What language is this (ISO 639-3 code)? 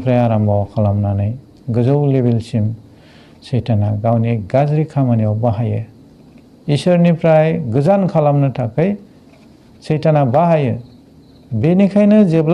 brx